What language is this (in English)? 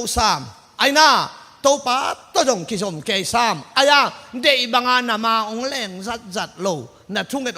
Tedim Chin